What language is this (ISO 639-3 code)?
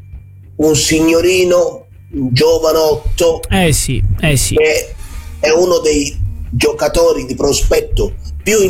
ita